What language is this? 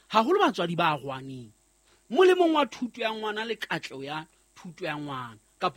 Southern Sotho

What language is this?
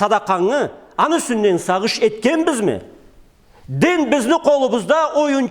Karachay-Balkar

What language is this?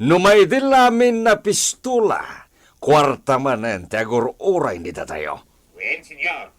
Iloko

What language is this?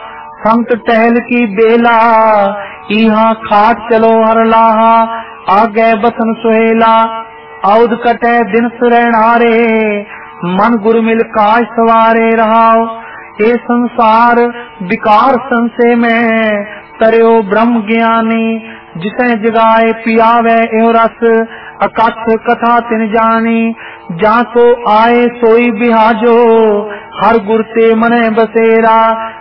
Punjabi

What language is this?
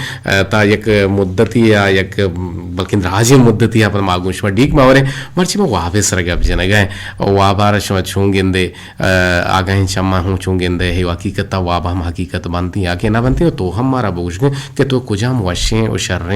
Eastern Balochi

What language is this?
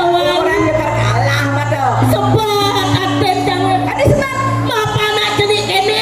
Balinese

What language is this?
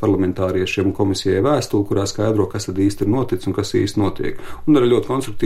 Latvian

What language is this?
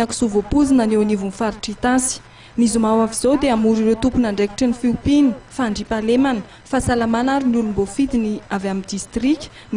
Malagasy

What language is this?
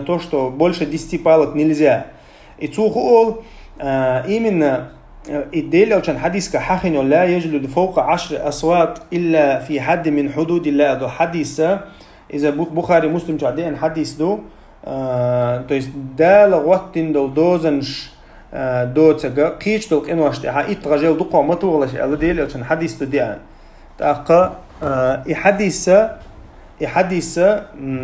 Chechen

